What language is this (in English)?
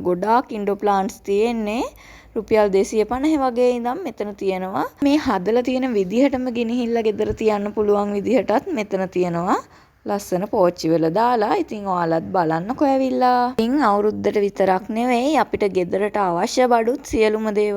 Sinhala